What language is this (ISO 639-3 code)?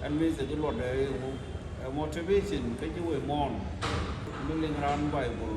nus